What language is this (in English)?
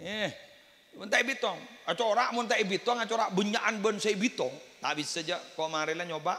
Madurese